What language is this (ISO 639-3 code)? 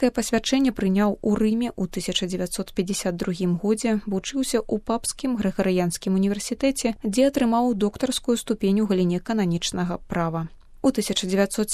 bel